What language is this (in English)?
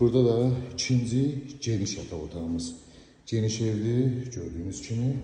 Azerbaijani